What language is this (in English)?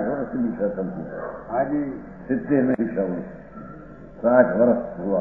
Hindi